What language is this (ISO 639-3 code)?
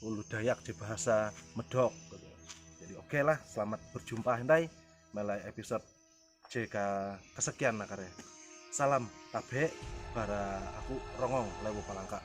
nij